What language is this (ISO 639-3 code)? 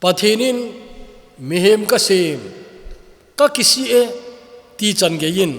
tcz